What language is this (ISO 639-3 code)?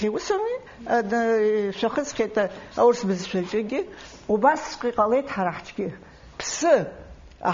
abk